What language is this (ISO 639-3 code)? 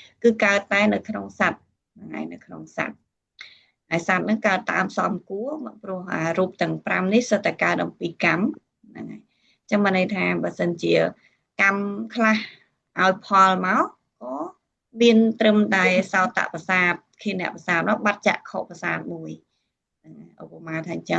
khm